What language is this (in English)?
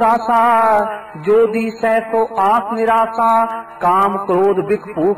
Punjabi